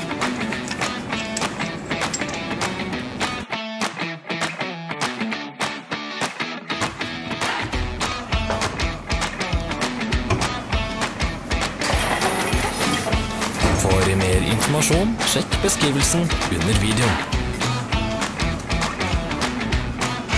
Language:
Norwegian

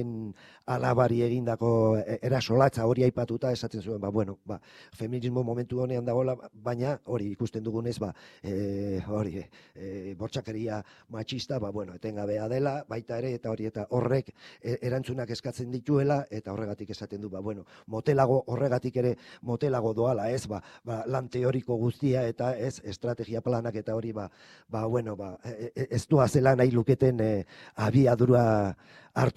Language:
Basque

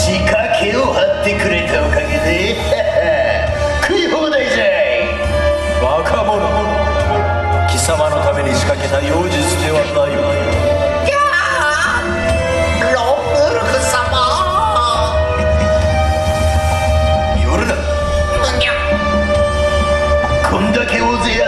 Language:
Japanese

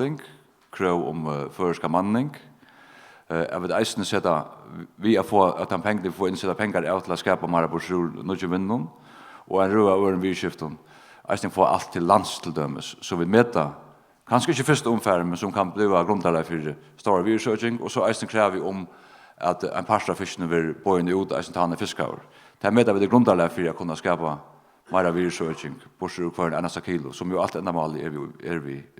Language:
Faroese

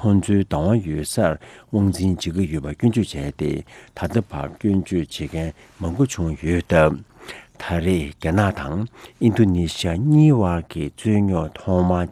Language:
Tibetan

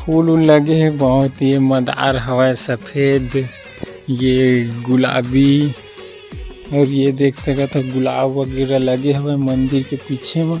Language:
Chhattisgarhi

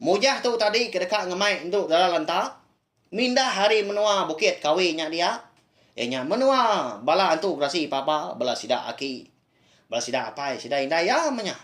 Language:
Iban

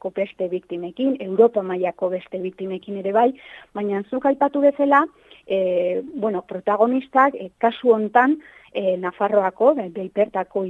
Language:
Basque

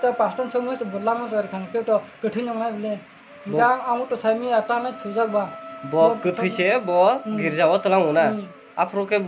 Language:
Kok Borok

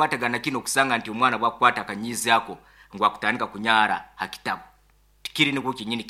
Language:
Nyoro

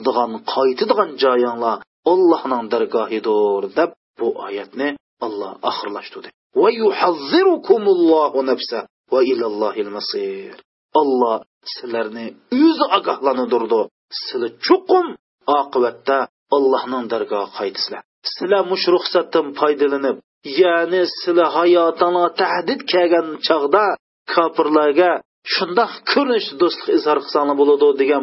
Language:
Uyghur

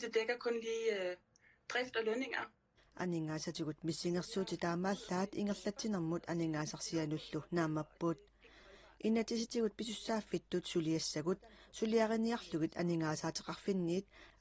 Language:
Kalaallisut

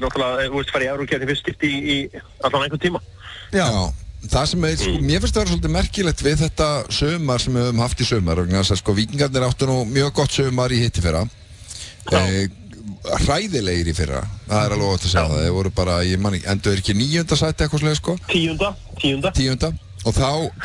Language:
Icelandic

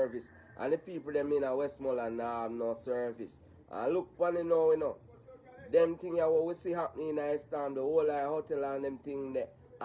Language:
Jamaican Creole English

